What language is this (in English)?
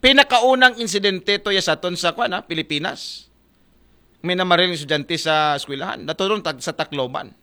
Aklanon